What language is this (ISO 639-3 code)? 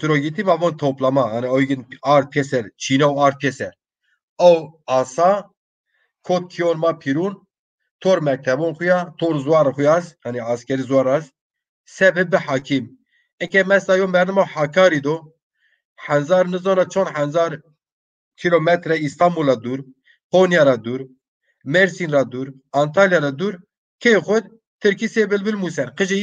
zza